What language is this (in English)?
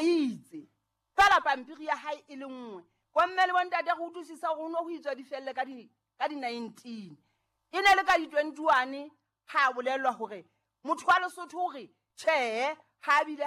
Southern Sotho